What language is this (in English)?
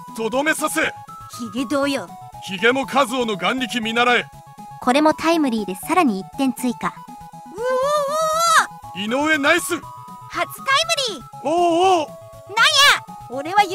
Japanese